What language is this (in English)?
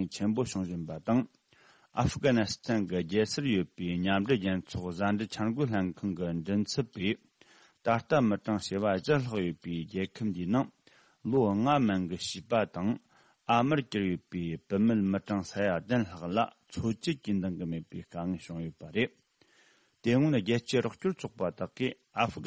Tibetan